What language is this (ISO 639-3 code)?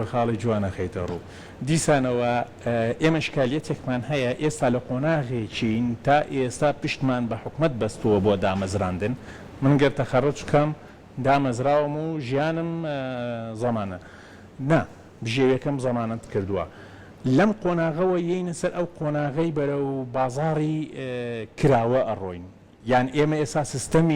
ckb